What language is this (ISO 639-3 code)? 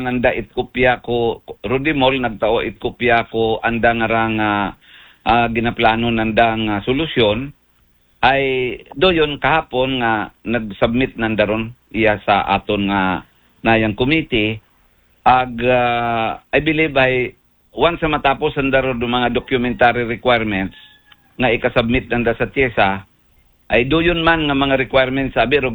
akl